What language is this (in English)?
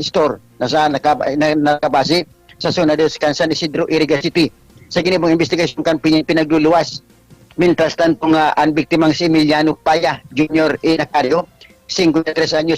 Bikol